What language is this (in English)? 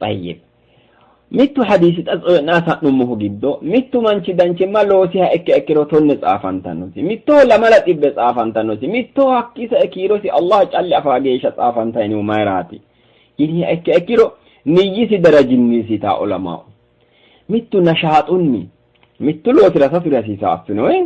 Sidamo